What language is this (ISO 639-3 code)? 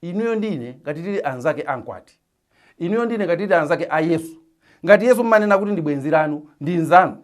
nya